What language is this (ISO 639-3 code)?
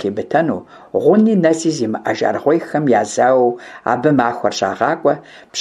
kbd